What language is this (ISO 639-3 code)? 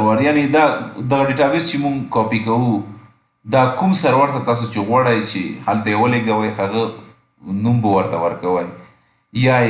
pus